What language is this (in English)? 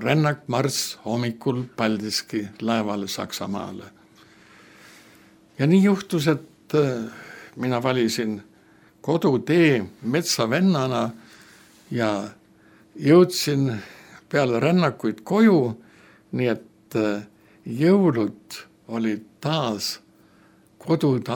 Estonian